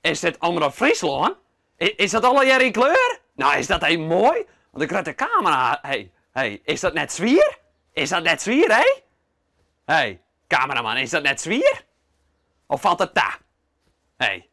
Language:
Western Frisian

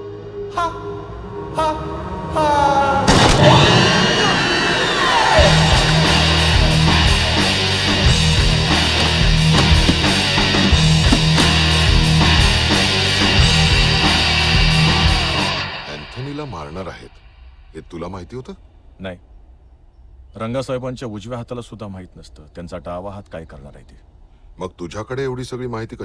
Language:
Marathi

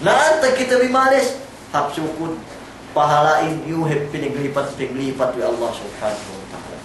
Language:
Yakan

